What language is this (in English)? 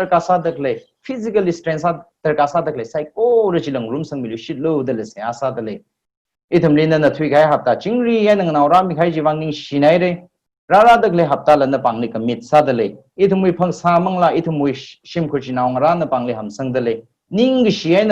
Tangkhul Naga (India)